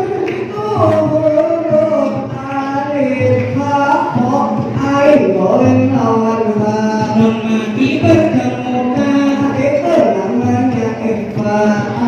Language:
Banjar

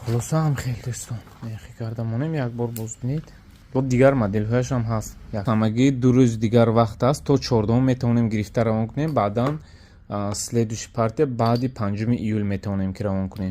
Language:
Tajik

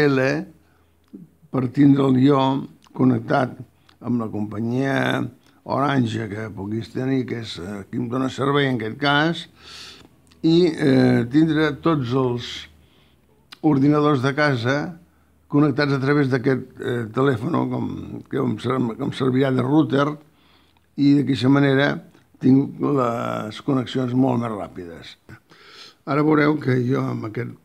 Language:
Catalan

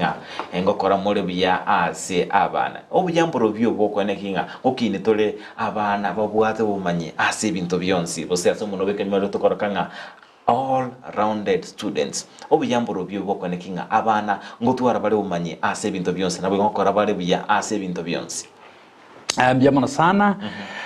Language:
Gusii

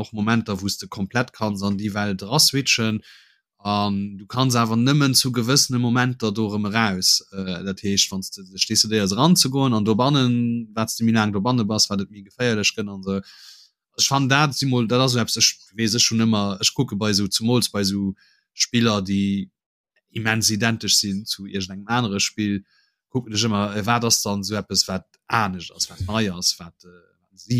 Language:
Luxembourgish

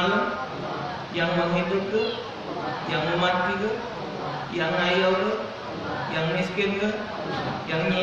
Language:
Musi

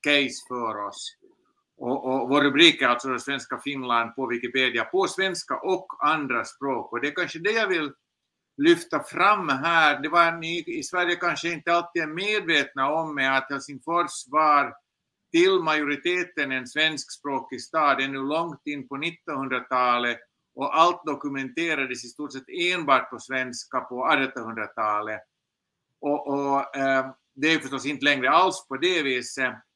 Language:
Swedish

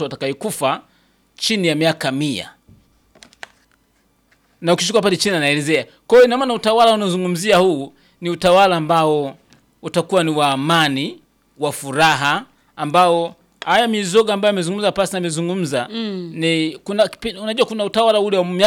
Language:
Swahili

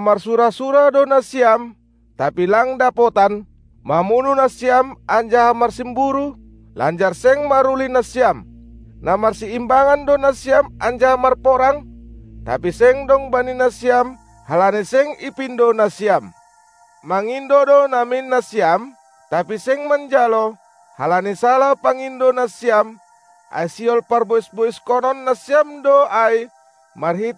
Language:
Batak Simalungun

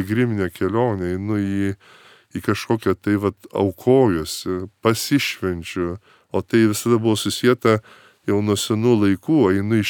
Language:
Lithuanian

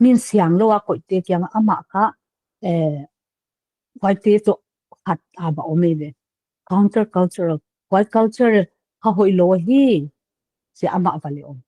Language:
Paite Chin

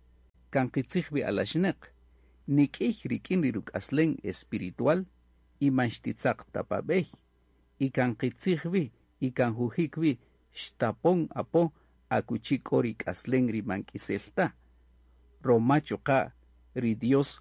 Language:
Kaqchikel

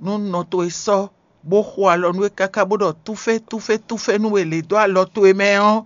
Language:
Fon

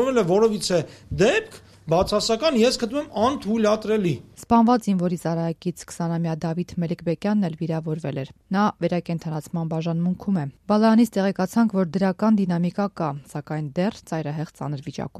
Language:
Armenian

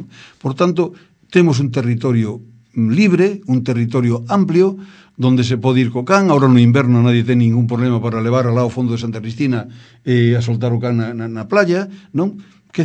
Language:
Galician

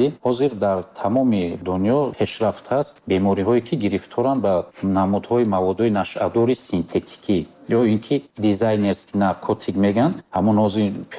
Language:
Tajik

